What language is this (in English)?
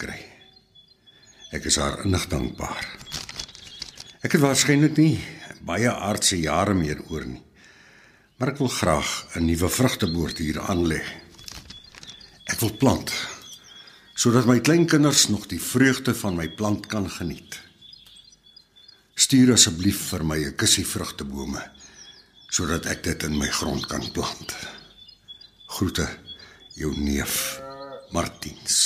Afrikaans